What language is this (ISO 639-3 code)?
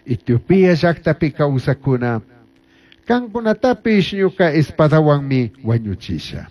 qug